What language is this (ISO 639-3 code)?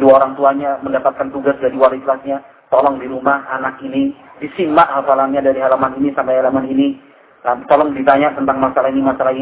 ind